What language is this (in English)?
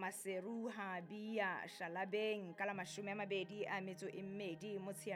Southern Sotho